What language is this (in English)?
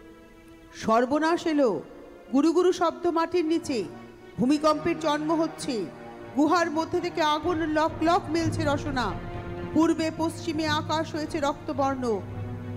Bangla